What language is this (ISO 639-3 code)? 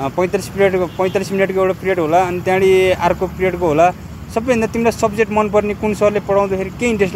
nep